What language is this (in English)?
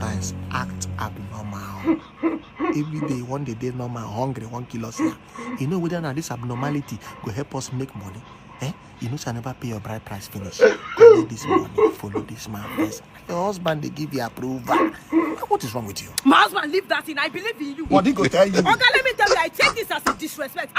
Nigerian Pidgin